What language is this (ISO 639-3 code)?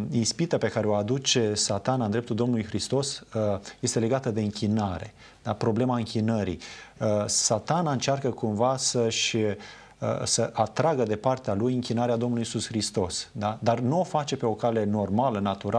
ron